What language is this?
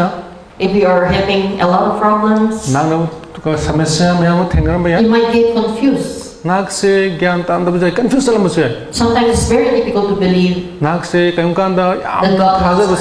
Manipuri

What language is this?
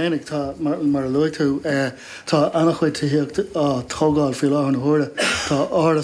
Irish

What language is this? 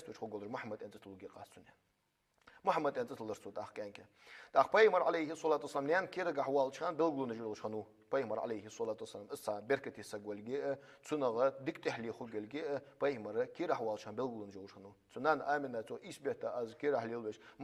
Ingush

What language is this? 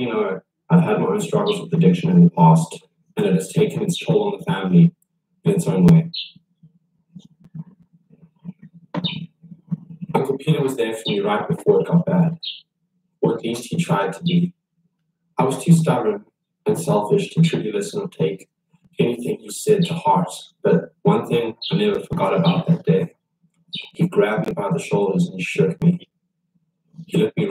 English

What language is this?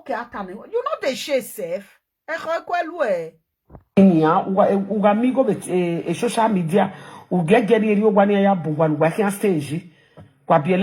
Nigerian Pidgin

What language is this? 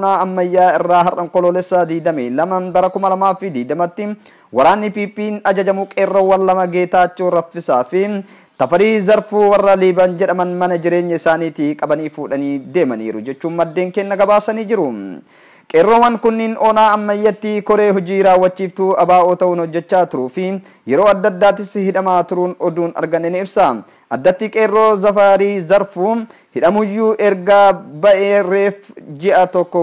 Oromo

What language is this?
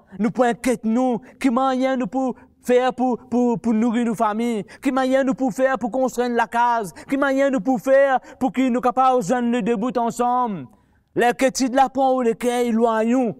Morisyen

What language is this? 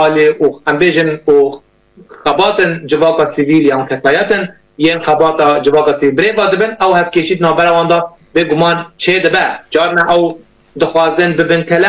Kurdish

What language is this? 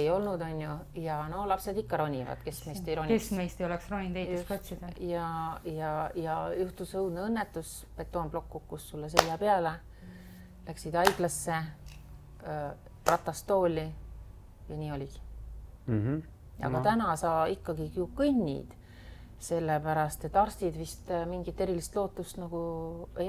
Estonian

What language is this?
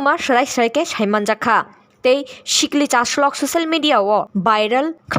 Kok Borok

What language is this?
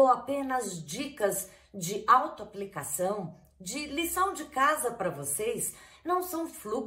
Portuguese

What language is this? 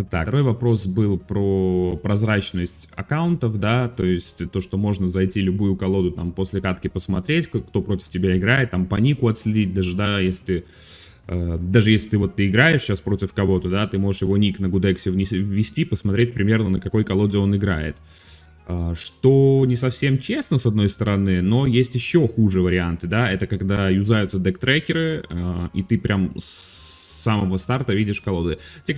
Russian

